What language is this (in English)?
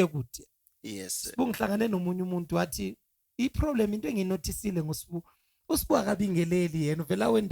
Zulu